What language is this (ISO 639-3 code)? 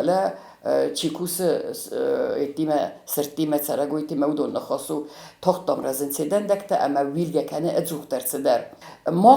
oss